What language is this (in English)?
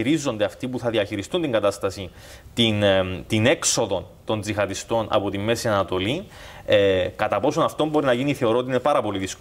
Greek